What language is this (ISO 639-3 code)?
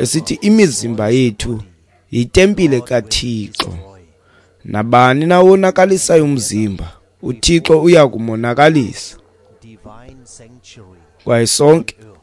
xho